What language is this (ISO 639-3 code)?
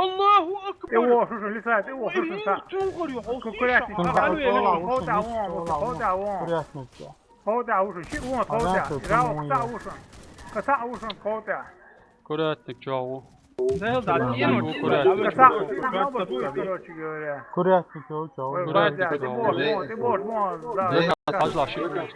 che